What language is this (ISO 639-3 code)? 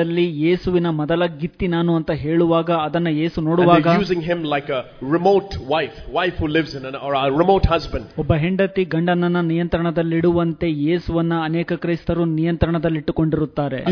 kan